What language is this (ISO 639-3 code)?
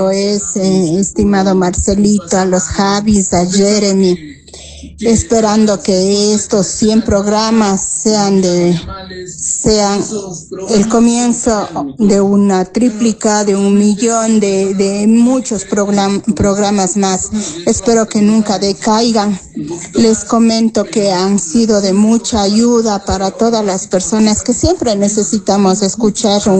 spa